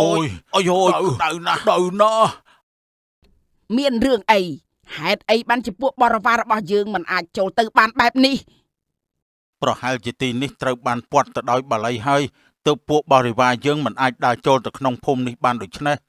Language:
Khmer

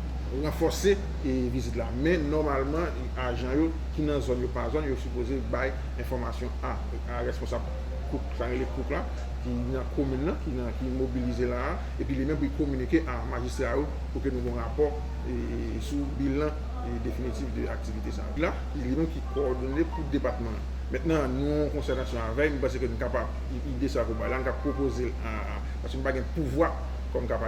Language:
Haitian Creole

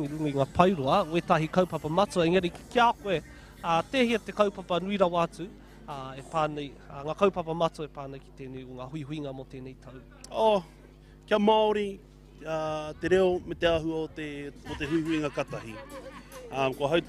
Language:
Māori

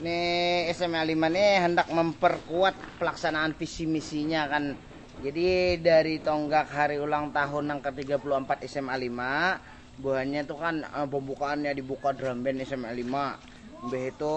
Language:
Banjar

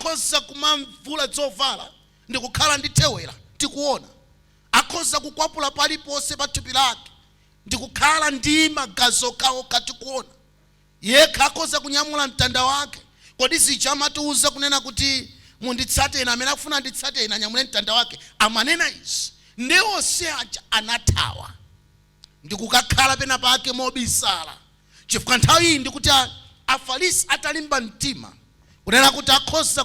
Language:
Nyanja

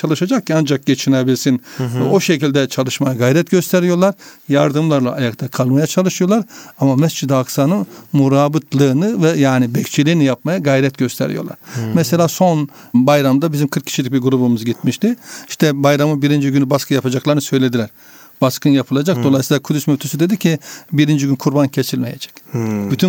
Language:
Turkish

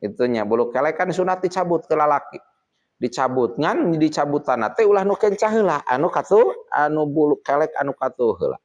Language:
Sundanese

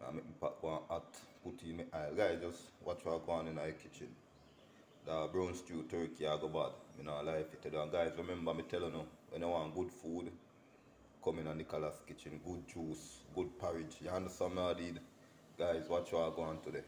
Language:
Jamaican Creole English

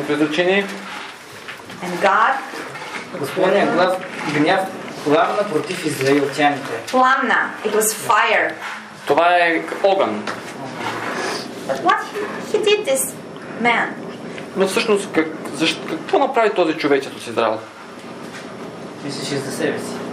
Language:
Bulgarian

